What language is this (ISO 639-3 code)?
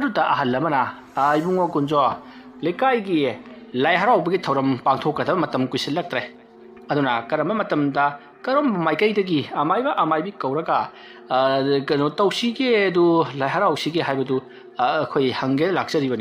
mni